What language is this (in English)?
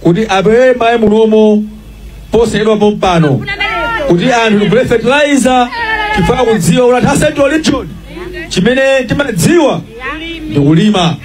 Nyanja